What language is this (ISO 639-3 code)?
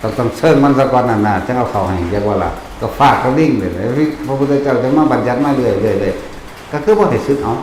lao